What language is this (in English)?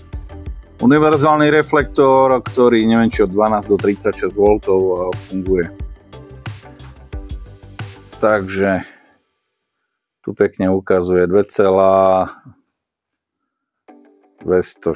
Slovak